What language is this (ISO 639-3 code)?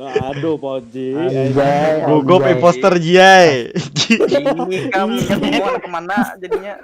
bjn